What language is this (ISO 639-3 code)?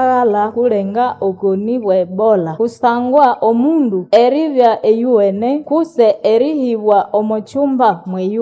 nnb